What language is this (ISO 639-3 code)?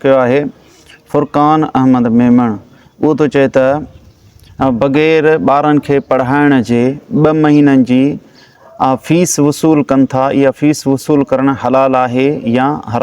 snd